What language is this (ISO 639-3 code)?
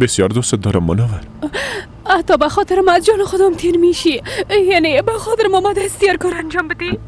fas